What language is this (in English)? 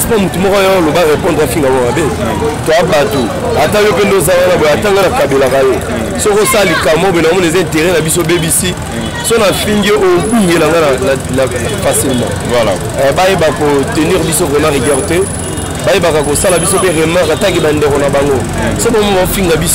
Lingala